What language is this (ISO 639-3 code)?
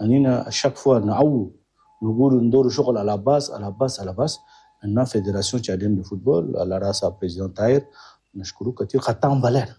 shu